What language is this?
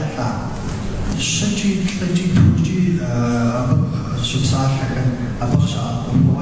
Kabardian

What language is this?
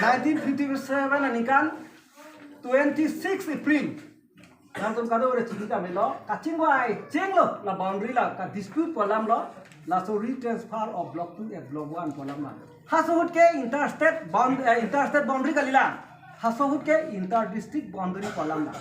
Karbi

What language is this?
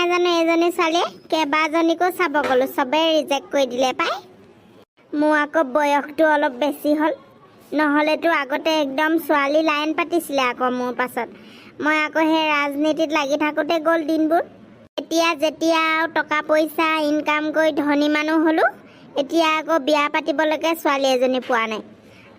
Assamese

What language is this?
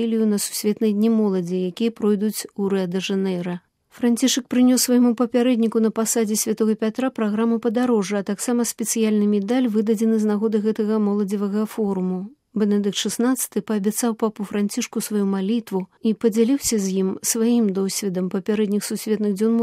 Belarusian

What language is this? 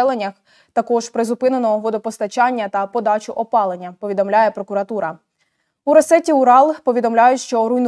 Ukrainian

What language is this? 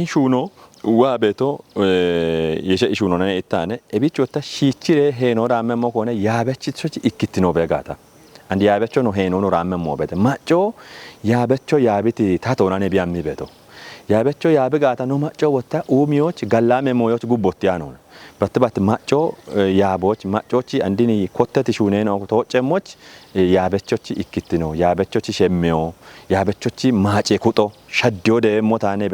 Kafa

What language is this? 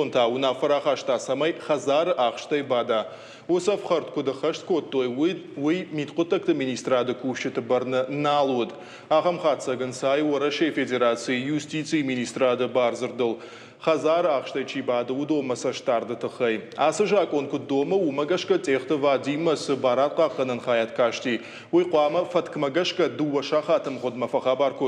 Ossetic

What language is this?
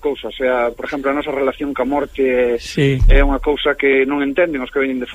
Galician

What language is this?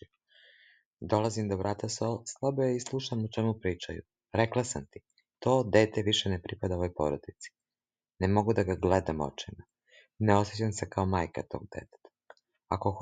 Serbian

